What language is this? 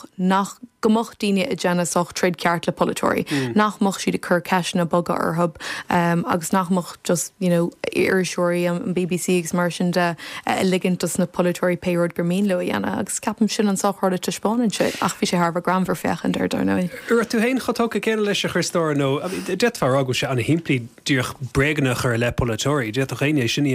Irish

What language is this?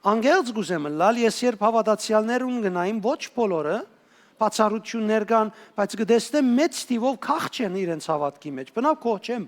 Western Armenian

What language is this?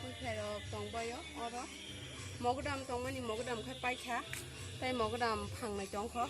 Kok Borok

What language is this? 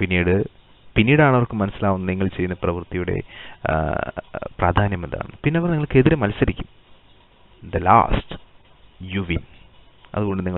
Malayalam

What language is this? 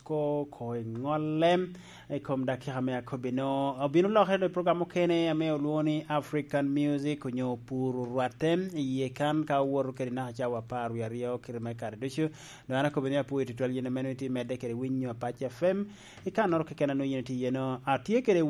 Lango (Uganda)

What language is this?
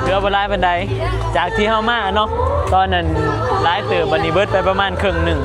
Northeastern Thai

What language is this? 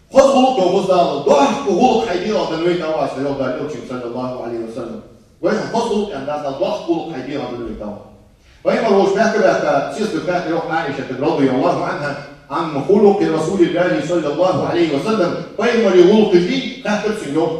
Ingush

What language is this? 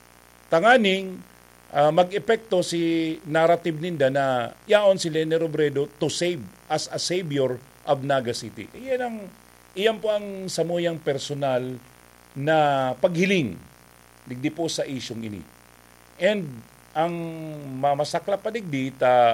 Bikol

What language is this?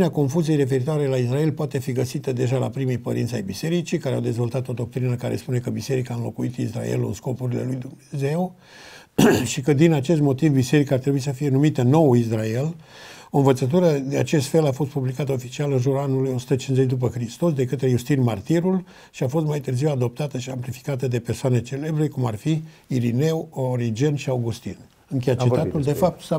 Romanian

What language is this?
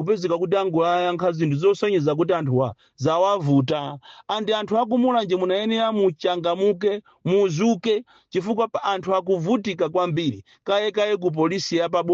Nyanja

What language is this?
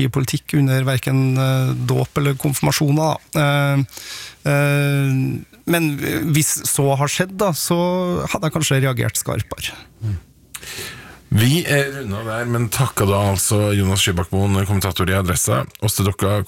Norwegian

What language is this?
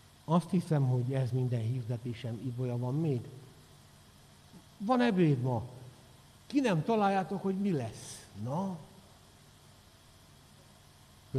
Hungarian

